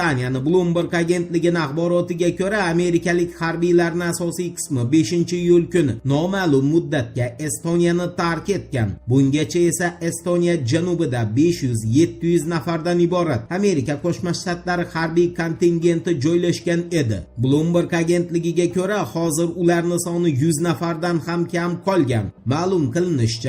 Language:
Uzbek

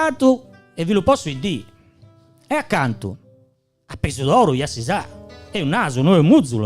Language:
Gallurese Sardinian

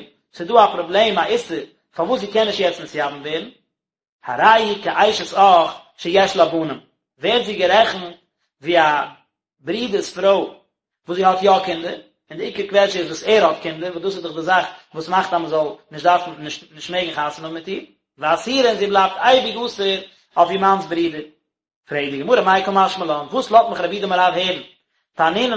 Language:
Yiddish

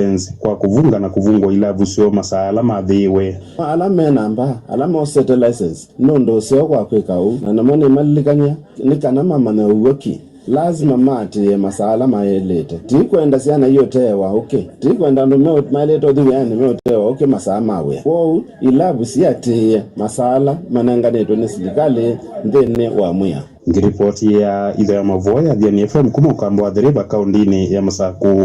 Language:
Kamba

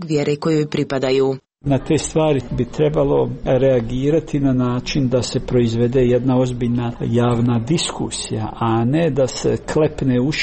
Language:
Croatian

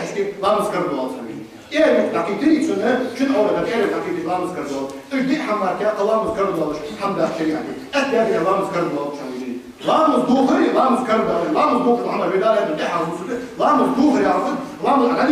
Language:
Ingush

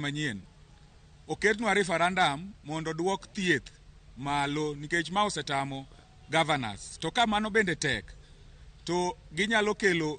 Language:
Luo (Kenya and Tanzania)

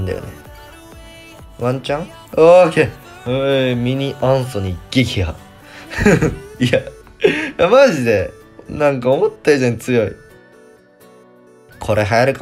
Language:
Japanese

